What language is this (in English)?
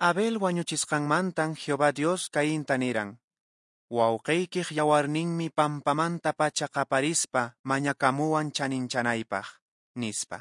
Quechua